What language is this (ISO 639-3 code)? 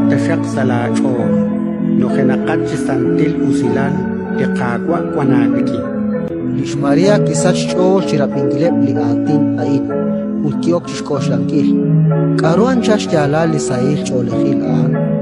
kek